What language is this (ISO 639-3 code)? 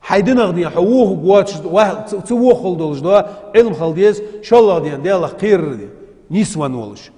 inh